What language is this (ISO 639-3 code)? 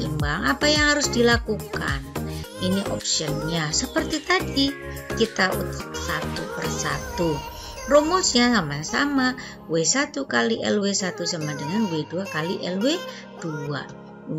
ind